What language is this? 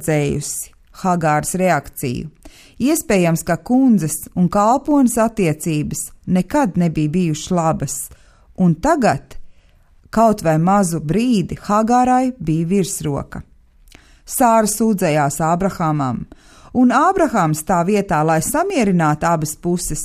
Latvian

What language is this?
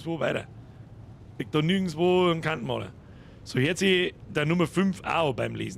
Bavarian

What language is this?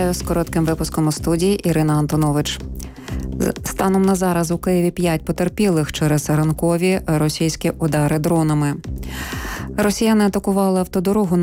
Ukrainian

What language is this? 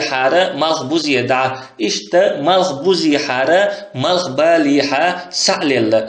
Chechen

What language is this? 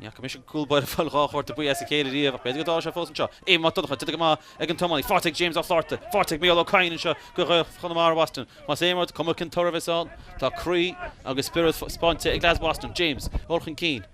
Irish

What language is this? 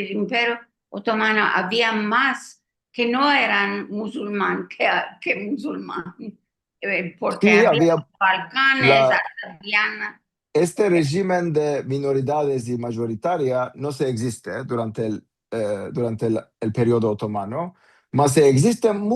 Ladino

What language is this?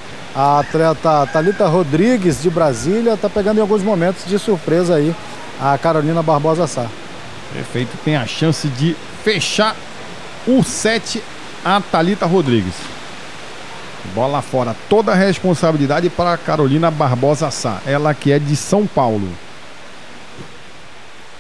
Portuguese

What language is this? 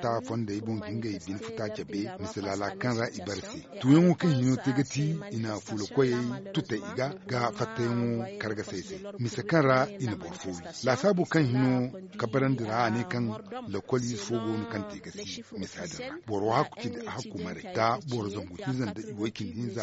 Zarma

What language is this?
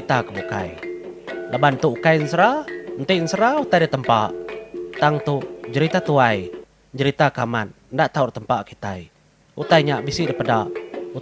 Iban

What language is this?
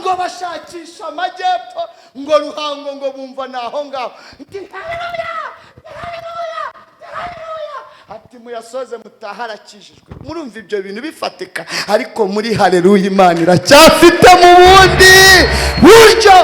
Kinyarwanda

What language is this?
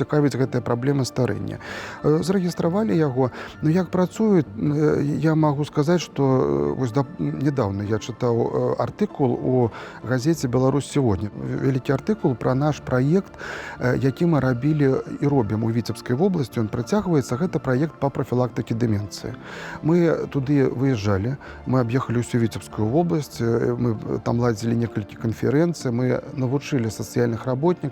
Belarusian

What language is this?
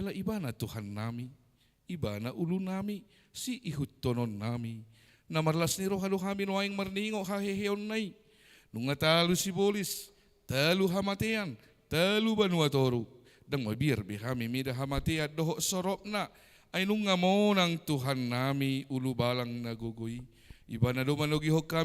Batak Toba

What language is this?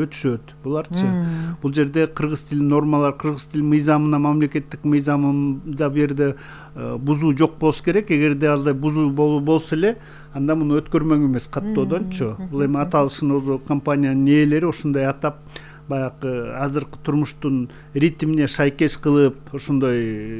Kyrgyz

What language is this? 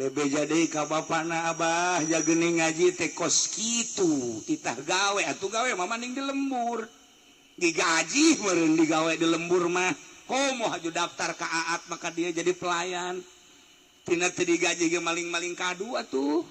Sundanese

